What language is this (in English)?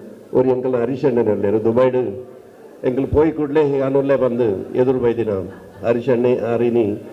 Tulu